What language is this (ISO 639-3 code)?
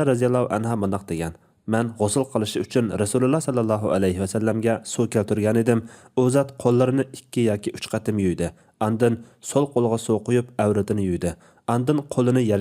uig